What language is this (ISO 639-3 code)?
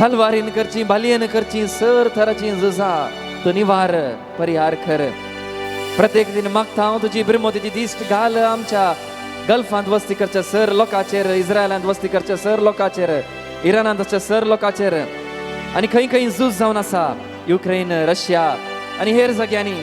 kok